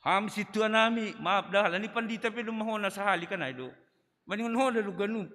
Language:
Batak Simalungun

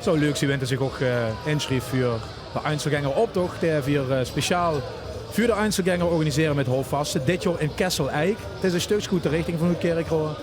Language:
Limburgish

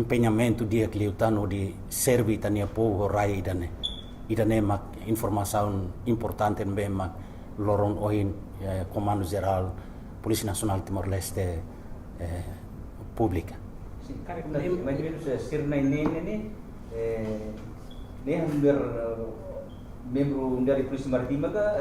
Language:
Tetum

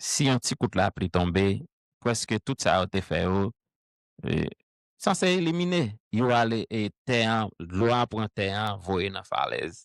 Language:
Haitian Creole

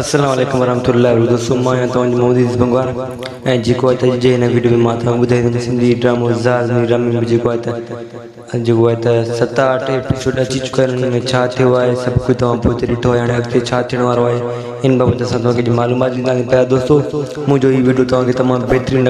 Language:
Sindhi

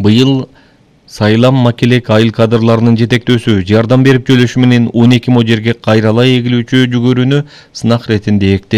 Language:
Kyrgyz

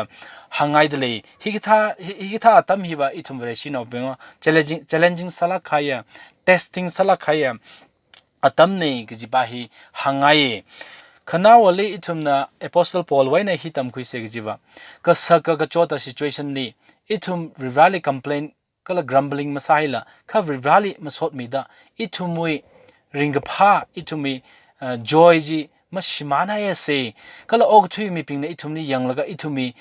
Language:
Tangkhul Naga (India)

